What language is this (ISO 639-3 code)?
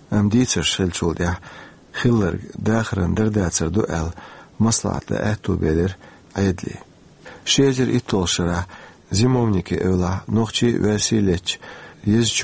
che